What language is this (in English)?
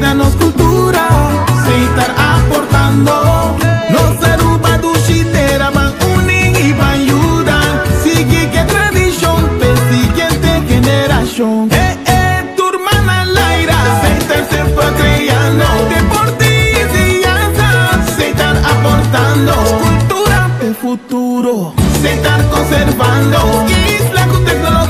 Papiamento